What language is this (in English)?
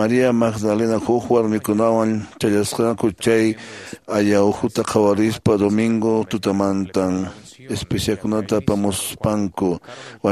Quechua